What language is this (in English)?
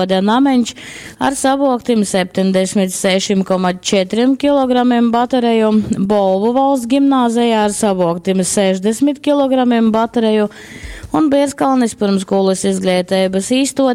Latgalian